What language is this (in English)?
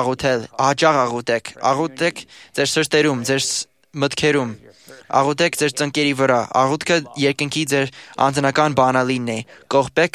Armenian